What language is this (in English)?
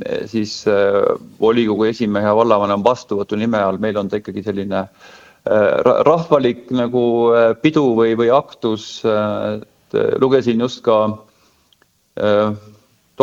Estonian